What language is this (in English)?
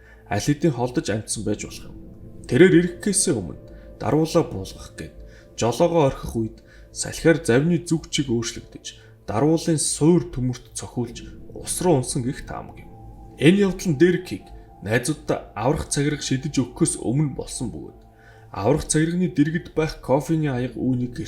Mongolian